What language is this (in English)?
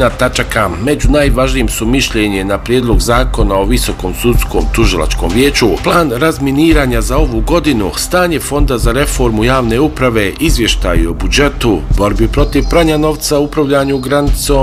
Bosnian